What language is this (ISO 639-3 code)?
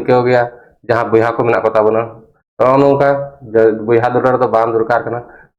sat